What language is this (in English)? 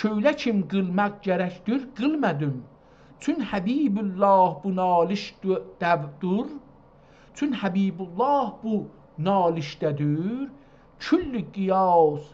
South Azerbaijani